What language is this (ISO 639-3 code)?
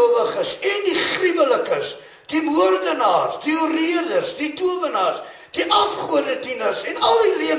afr